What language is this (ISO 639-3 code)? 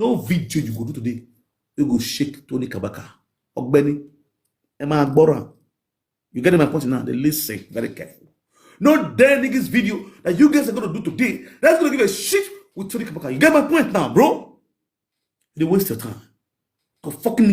pcm